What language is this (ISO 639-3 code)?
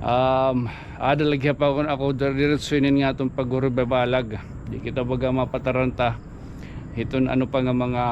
war